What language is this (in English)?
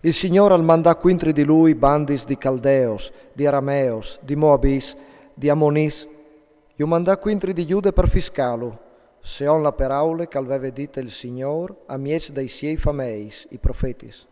Friulian